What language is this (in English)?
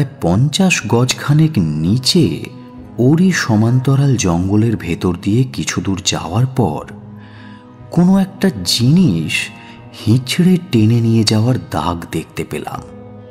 Bangla